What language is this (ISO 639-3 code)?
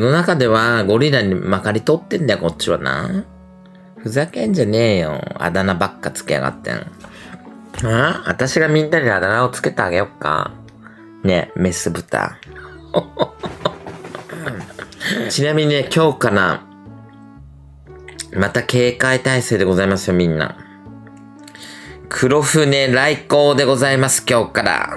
jpn